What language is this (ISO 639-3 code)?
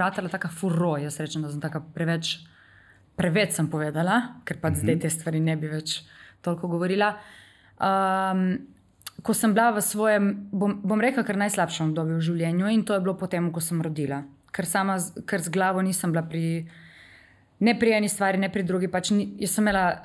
slv